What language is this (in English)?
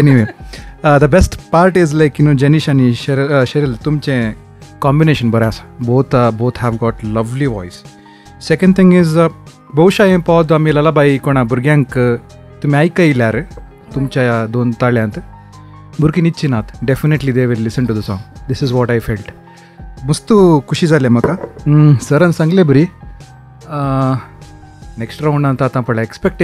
Konkani